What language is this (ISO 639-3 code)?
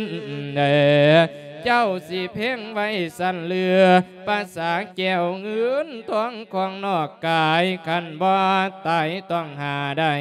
lao